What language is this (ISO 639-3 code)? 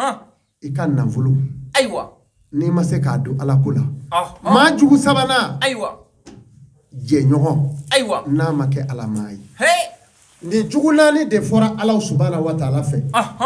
bam